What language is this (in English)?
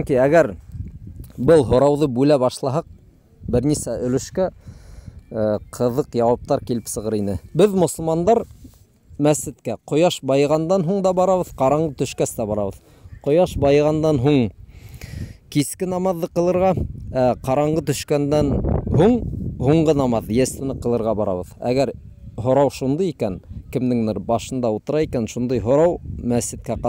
Bashkir